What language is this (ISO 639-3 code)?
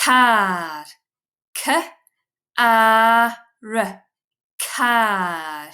gla